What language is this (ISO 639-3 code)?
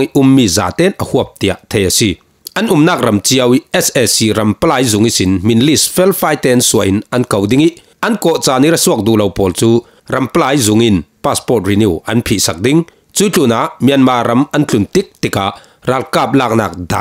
cfm